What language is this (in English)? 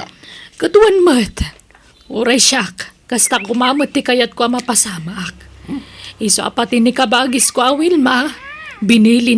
Iloko